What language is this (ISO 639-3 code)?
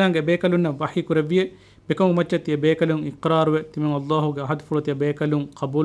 div